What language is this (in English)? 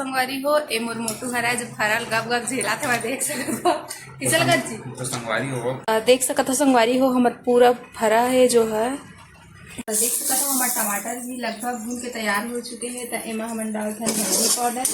Chhattisgarhi